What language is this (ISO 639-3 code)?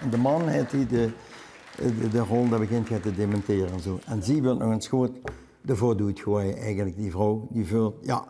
lim